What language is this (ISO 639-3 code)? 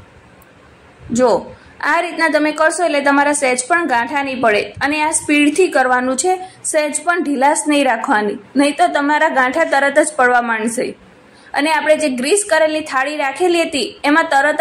guj